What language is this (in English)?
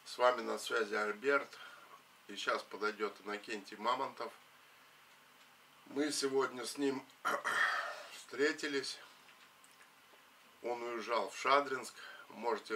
Russian